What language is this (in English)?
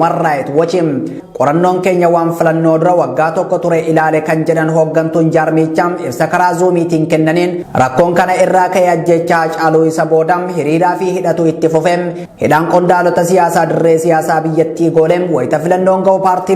Oromo